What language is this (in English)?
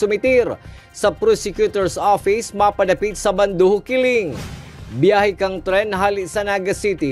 Bikol